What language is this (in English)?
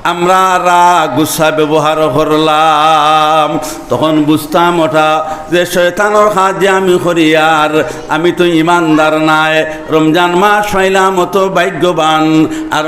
Sylheti